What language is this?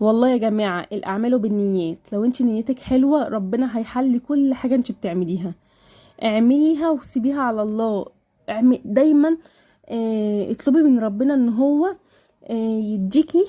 Egyptian Arabic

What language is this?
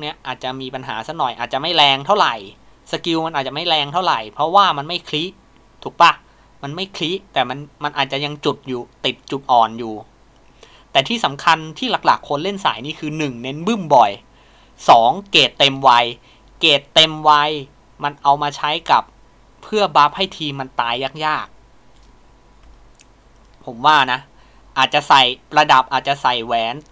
Thai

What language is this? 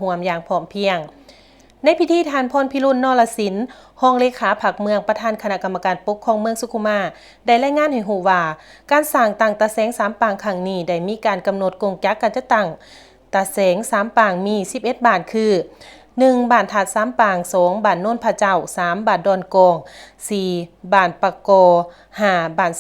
Lao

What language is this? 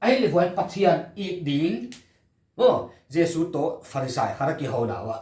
Paite Chin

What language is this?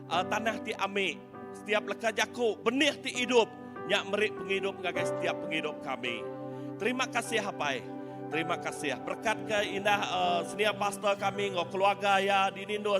Iban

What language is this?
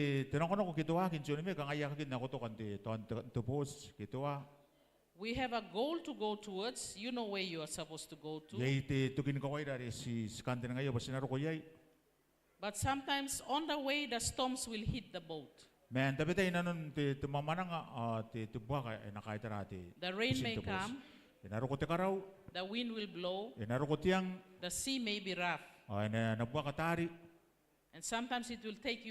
Gilbertese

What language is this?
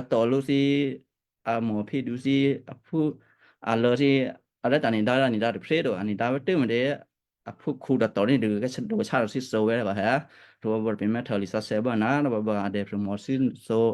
Western Kayah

